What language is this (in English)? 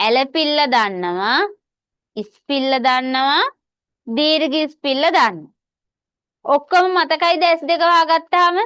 Sinhala